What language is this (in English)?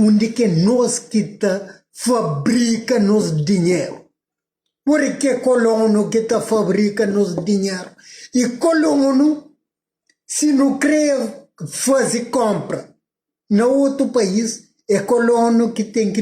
Kabuverdianu